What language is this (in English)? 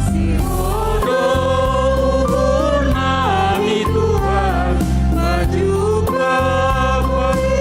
Batak Simalungun